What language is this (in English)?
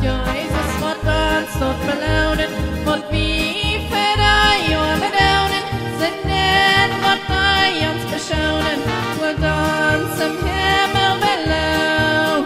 Plautdietsch